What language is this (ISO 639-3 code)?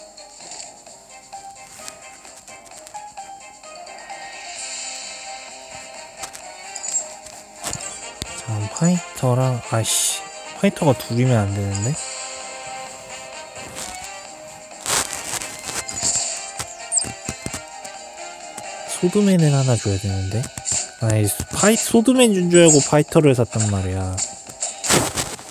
kor